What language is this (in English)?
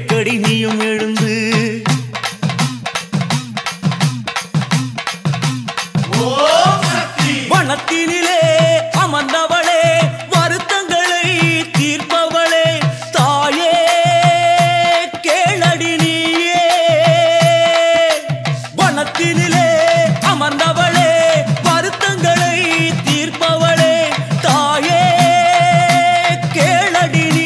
Tamil